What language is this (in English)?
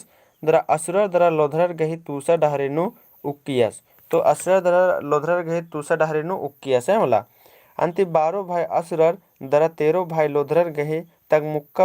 Kurukh